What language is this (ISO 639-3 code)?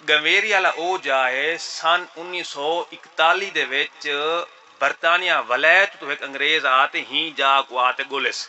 skr